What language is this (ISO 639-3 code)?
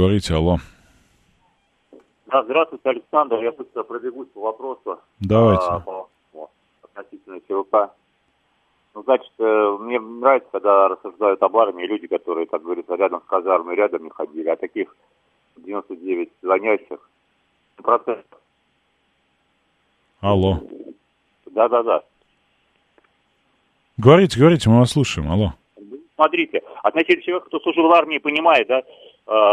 rus